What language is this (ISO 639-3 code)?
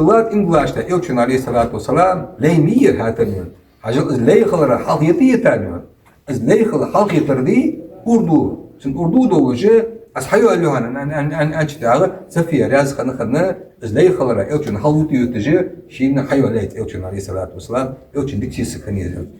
inh